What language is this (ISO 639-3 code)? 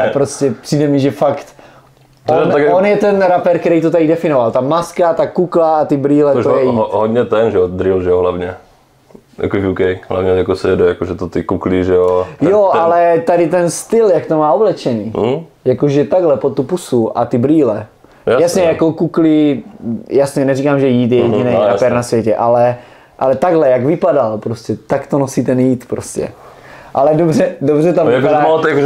ces